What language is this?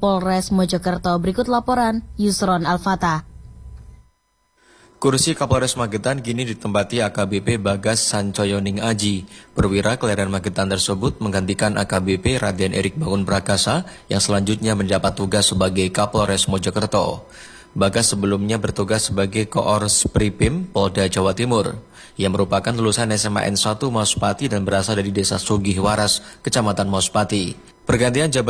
Indonesian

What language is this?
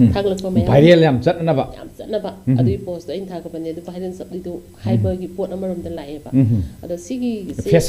Manipuri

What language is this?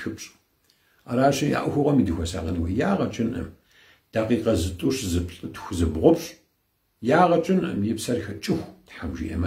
Kabardian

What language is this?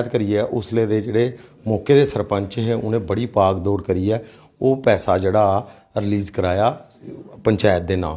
Dogri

